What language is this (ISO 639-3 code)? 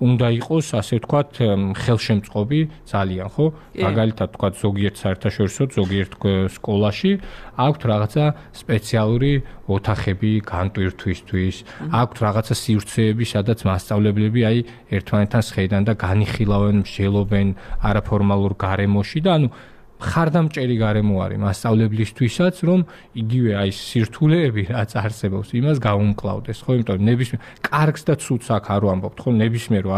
kat